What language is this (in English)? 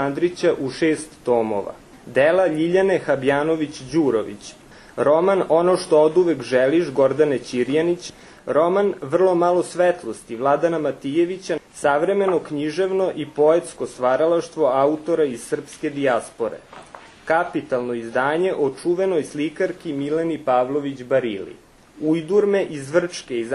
Serbian